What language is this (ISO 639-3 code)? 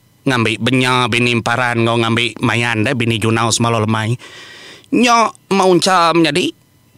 iba